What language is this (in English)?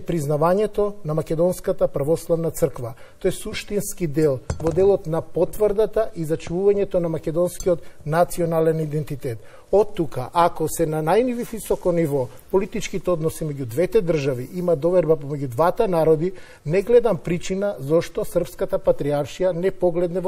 Macedonian